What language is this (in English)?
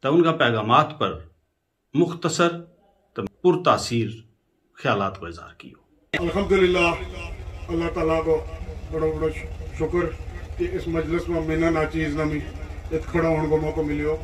Gujari